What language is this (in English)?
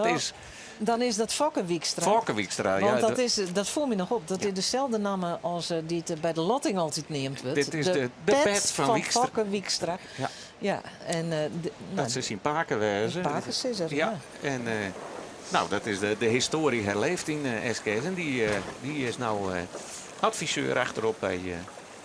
Western Frisian